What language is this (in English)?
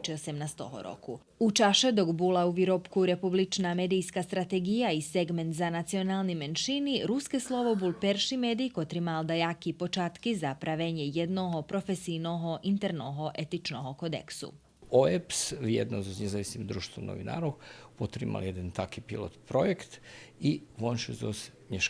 Rusyn